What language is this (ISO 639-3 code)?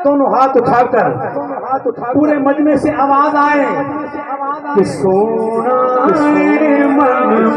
urd